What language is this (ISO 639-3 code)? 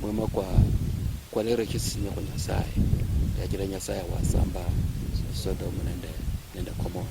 luy